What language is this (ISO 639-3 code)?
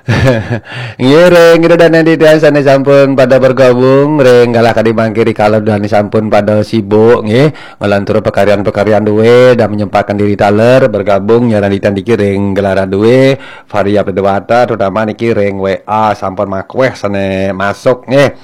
ban